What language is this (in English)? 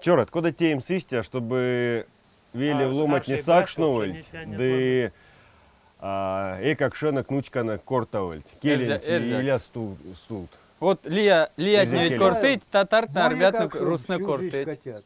Erzya